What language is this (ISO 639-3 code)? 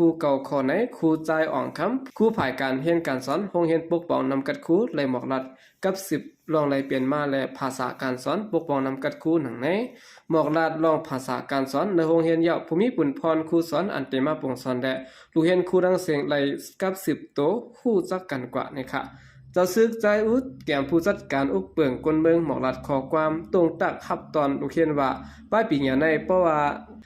shn